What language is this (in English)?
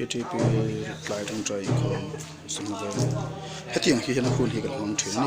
Mizo